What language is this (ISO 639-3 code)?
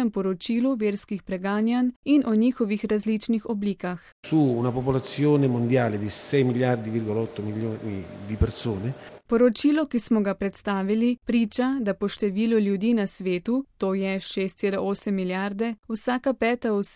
slv